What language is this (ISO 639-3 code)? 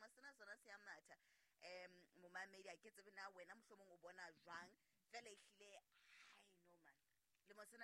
sot